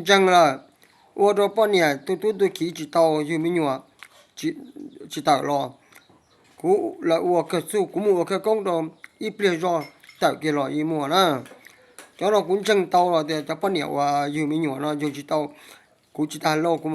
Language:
Hmong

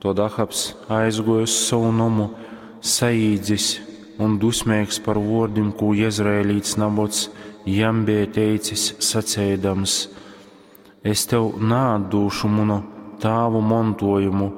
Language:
Latgalian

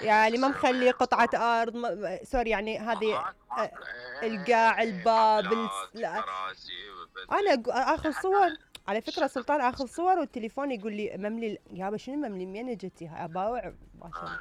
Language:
Mesopotamian Arabic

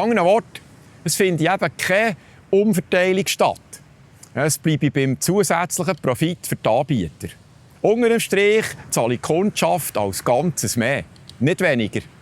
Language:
Swiss German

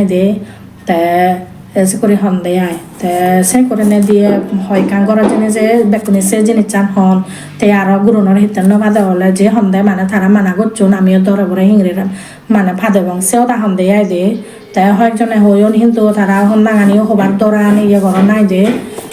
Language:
Chakma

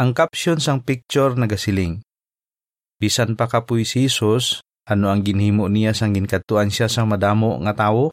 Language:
Hiligaynon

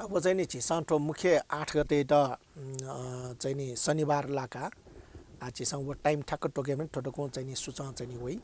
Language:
Newari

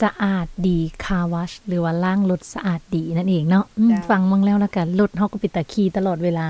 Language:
Lao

